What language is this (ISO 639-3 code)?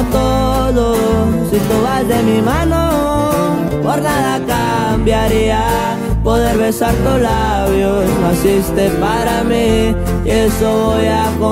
spa